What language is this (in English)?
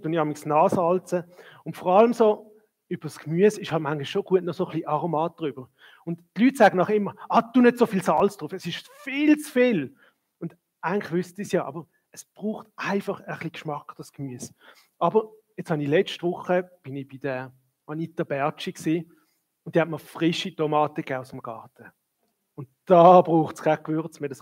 Swiss German